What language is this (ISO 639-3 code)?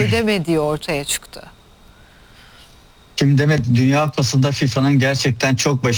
tur